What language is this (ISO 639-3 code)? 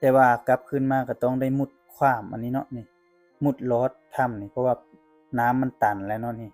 lao